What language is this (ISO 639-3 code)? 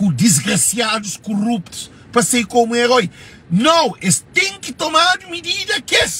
kea